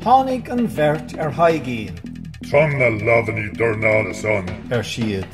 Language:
Irish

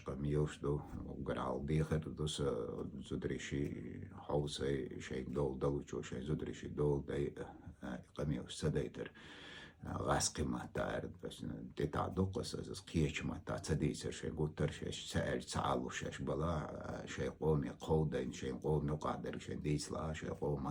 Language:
Chechen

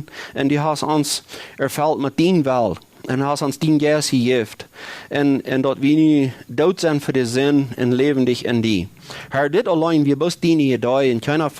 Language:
Plautdietsch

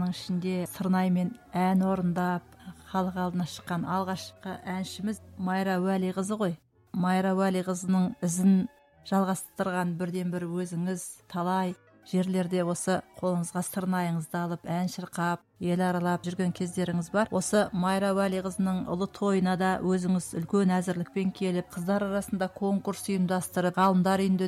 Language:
Kazakh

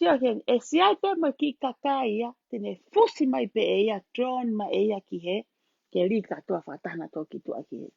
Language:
Tongan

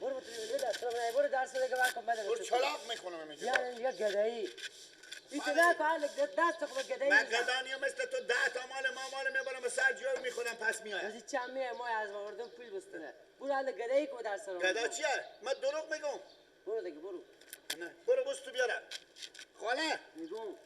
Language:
Persian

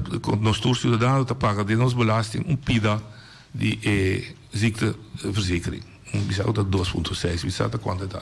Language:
Papiamento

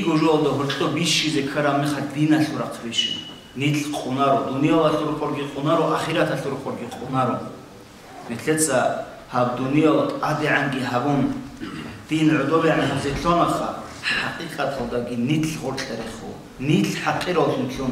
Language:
Avaric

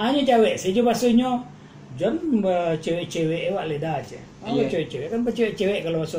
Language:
Minangkabau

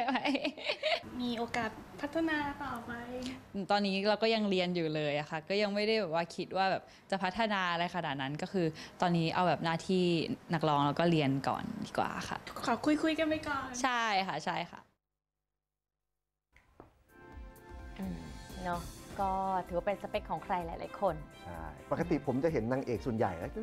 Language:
Thai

